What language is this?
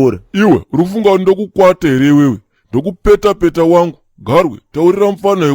Shona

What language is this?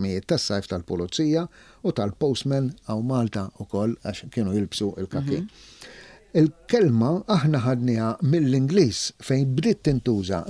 Maltese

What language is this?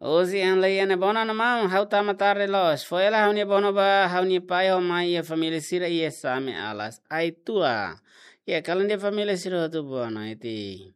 Tetum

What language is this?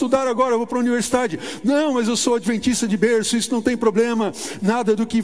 Portuguese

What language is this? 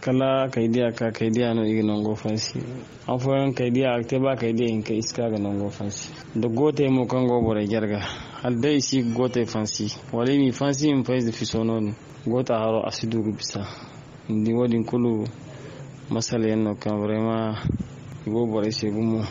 Zarma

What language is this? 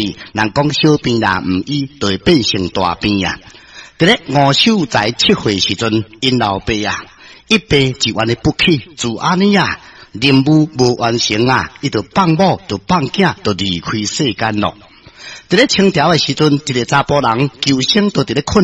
Min Nan Chinese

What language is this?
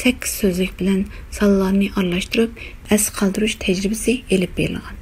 Uyghur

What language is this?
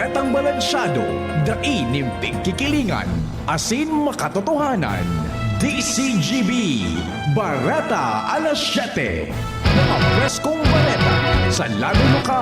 Bikol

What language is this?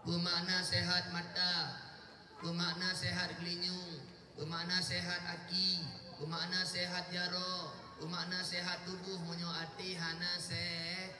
Achinese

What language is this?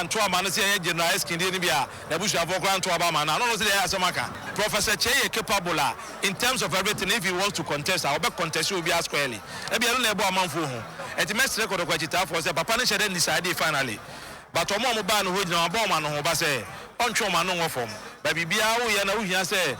Akan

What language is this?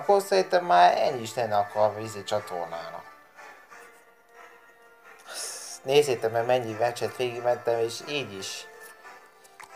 Hungarian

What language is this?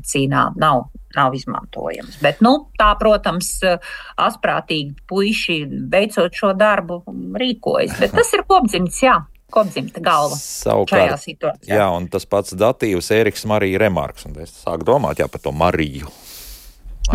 Latvian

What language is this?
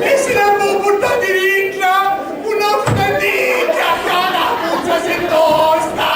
Sicilian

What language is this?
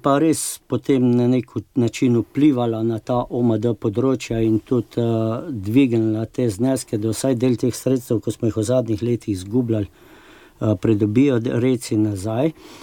Slovenian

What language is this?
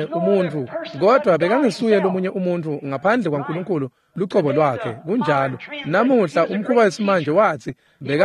Swati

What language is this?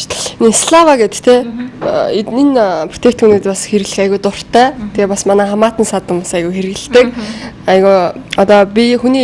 Mongolian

